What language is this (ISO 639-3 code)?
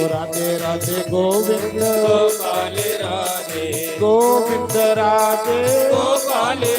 doi